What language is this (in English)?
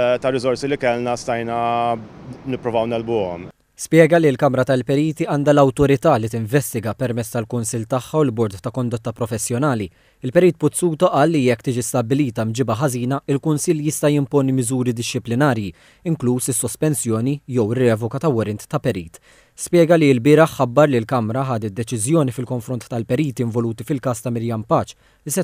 Maltese